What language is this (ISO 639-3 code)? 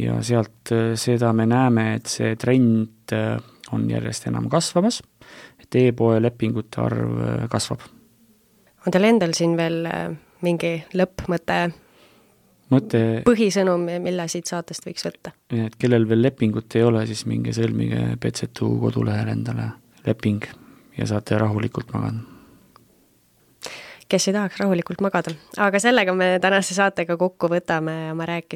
est